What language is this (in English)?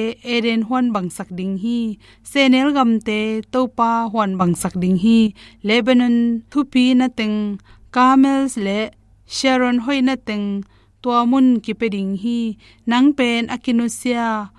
Tedim Chin